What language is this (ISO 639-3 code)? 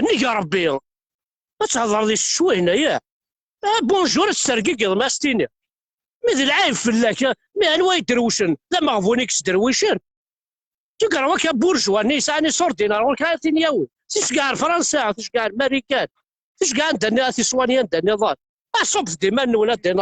kab